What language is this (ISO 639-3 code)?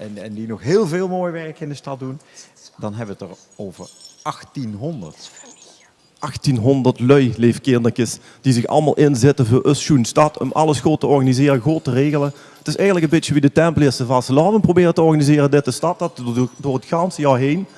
lim